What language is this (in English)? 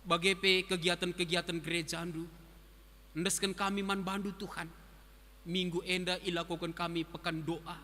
Batak Karo